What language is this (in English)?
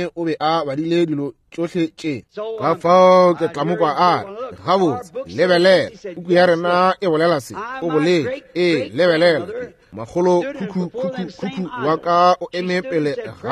Northern Sotho